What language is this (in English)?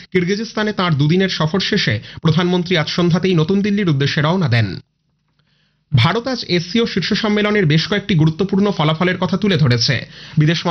Bangla